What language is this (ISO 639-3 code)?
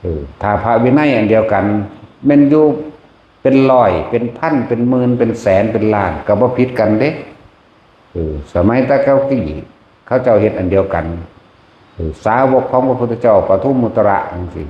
tts